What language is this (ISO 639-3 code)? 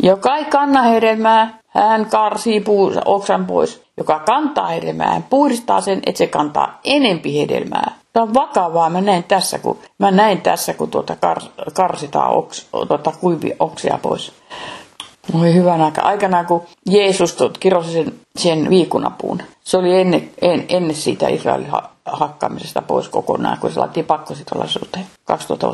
fin